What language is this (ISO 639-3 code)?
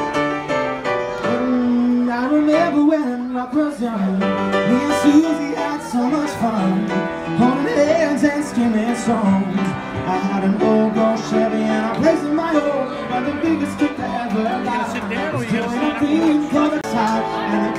eng